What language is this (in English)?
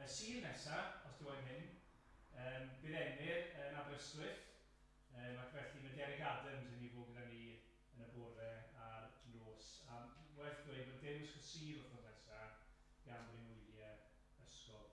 Welsh